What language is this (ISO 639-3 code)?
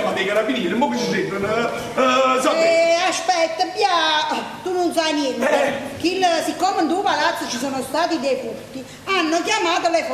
nap